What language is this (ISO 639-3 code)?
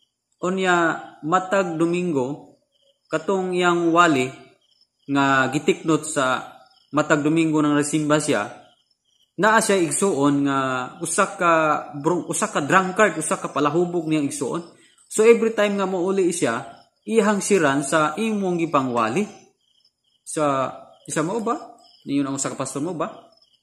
ceb